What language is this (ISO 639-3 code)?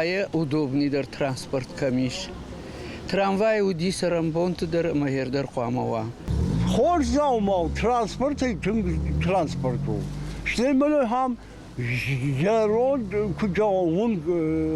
oss